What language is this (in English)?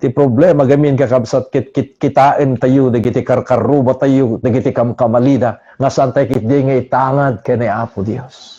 Iloko